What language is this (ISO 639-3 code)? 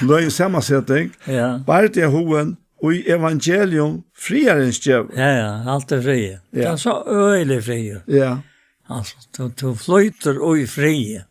fao